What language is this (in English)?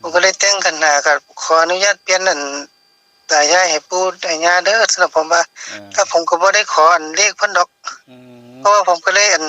Northeastern Thai